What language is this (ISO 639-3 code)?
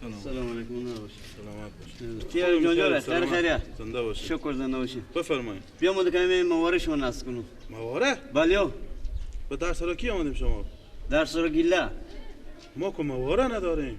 fas